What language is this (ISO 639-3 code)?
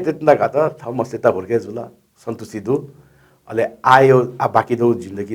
new